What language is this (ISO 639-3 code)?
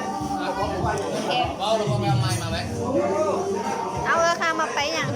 lao